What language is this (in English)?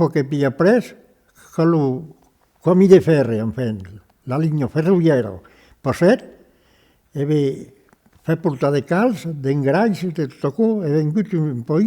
Occitan